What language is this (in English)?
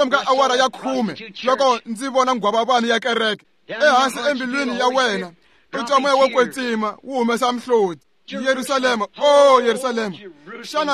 Tsonga